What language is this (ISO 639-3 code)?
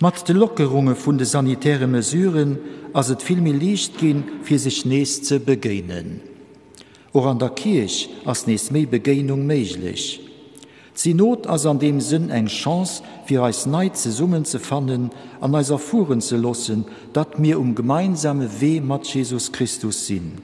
ltz